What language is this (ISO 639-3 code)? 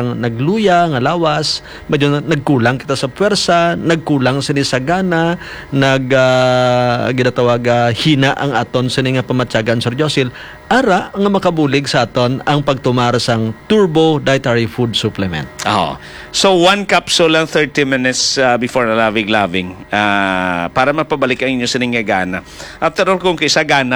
hil